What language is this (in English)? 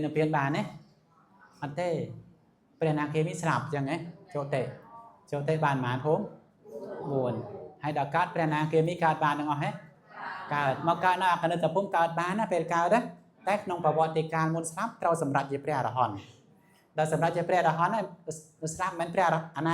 Khmer